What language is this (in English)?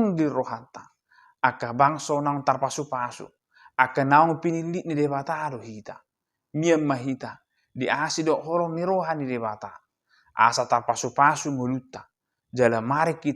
Batak Toba